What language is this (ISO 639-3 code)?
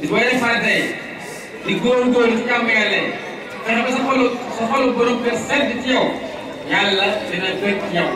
wol